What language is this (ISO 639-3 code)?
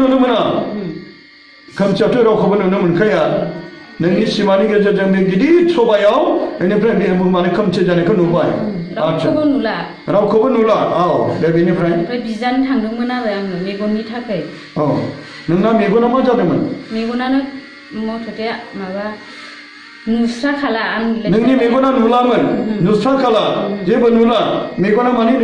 brx